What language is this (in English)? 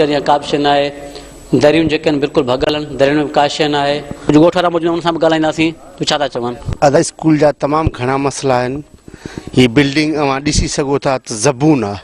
Sindhi